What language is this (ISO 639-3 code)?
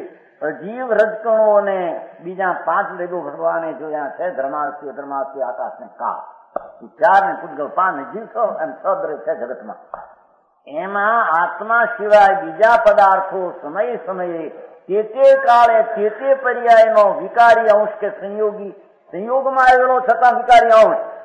guj